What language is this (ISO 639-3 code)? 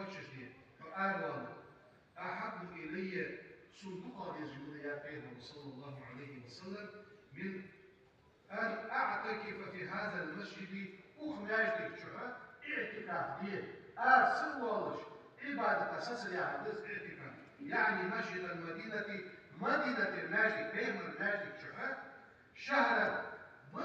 inh